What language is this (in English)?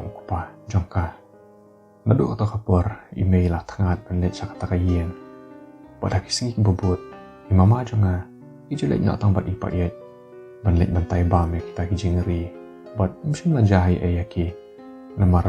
Khasi